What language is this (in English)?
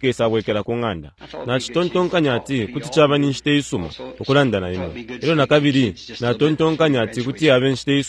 Bemba